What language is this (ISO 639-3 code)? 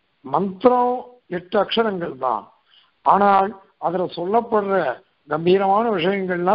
tam